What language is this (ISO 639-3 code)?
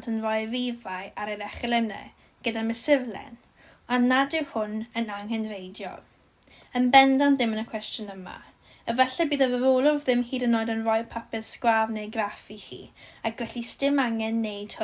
cym